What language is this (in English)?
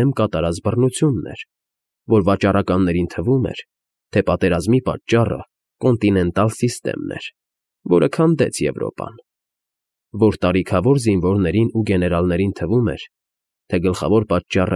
Armenian